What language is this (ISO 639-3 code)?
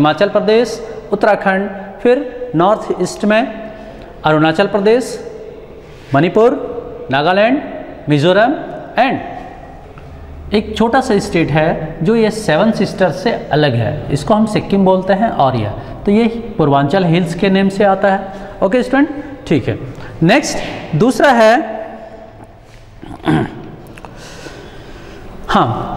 hin